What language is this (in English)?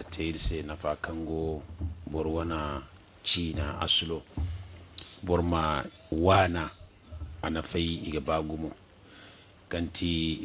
Zarma